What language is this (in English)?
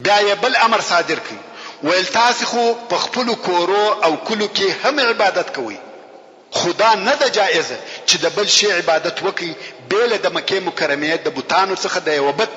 Pashto